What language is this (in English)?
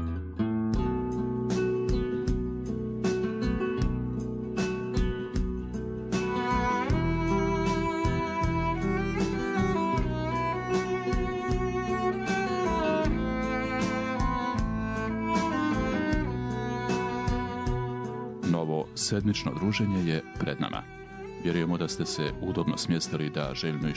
Bosnian